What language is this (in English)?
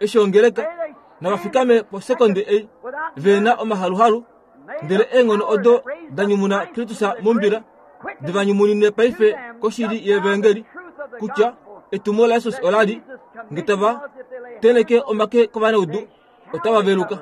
Kuanyama